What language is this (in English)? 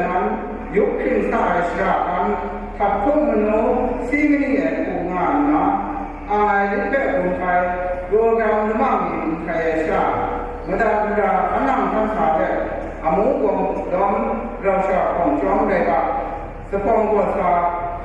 Kachin